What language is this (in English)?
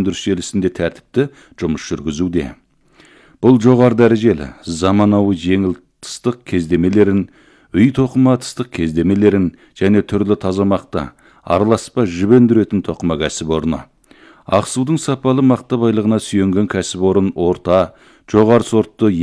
Kazakh